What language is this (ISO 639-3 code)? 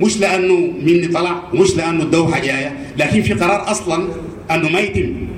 apd